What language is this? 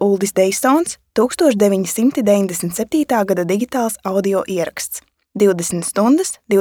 Latvian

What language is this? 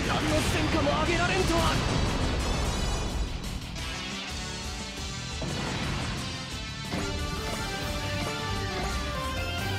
Japanese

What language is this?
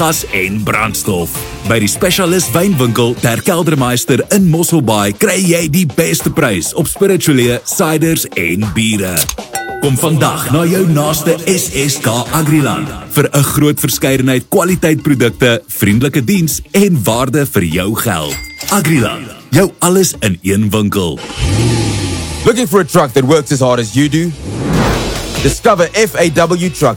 Afrikaans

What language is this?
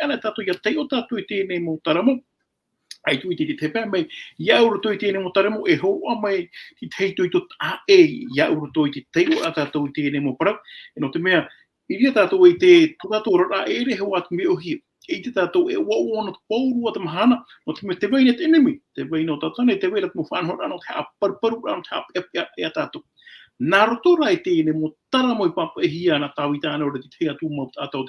Tahitian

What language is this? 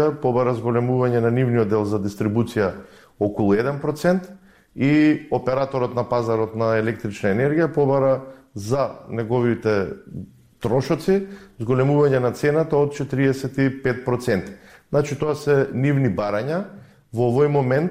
Macedonian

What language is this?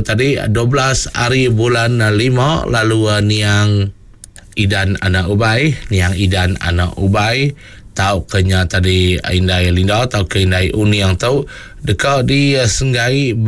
Iban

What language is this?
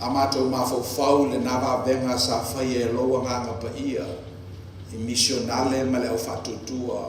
Samoan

